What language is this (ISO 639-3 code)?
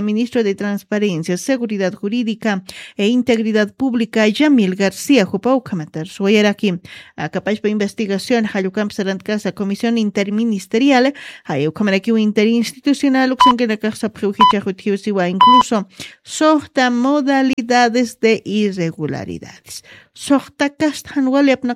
aym